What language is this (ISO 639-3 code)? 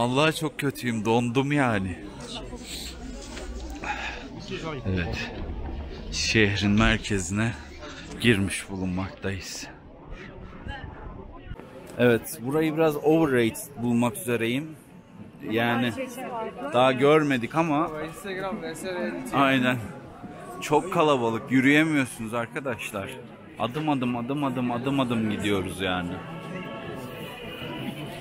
tur